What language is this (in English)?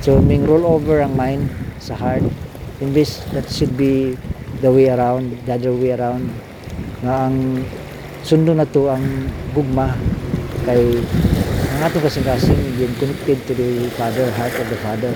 Cebuano